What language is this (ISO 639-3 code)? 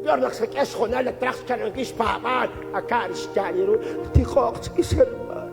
kek